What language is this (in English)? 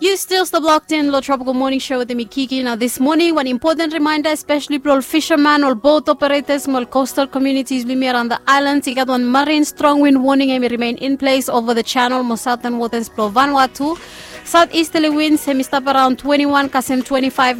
Bislama